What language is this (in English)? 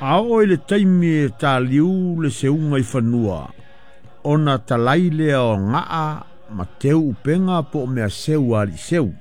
Samoan